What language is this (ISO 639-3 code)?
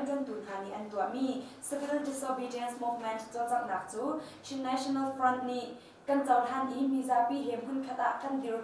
cnh